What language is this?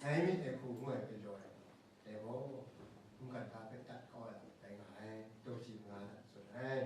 Kachin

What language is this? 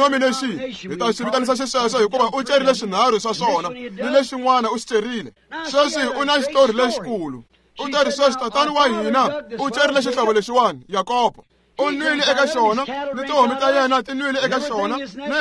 Tsonga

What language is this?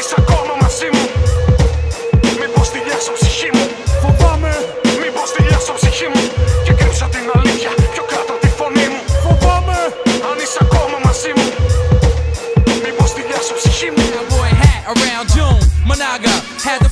Greek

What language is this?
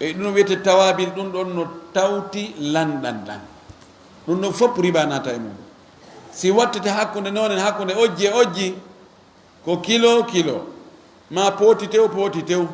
Fula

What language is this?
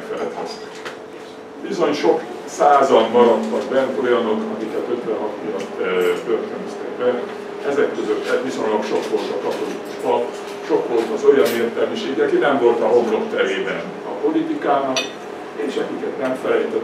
Hungarian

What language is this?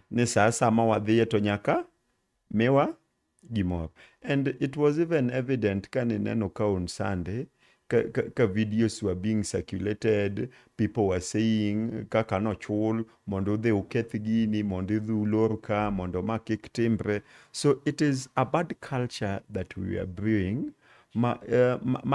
Luo (Kenya and Tanzania)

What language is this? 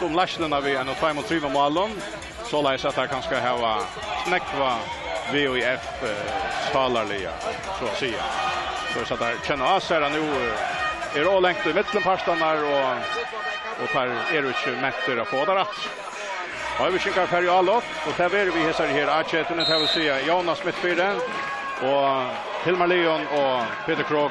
Faroese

